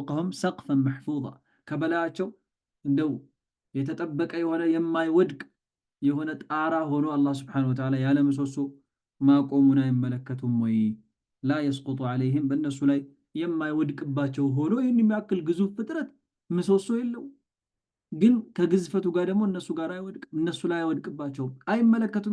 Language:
Amharic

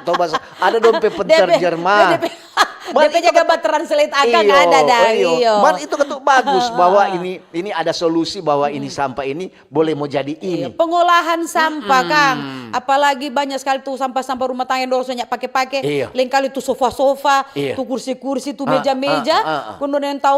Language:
Manado Malay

